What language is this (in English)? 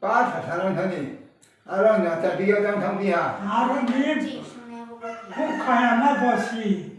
Riang (India)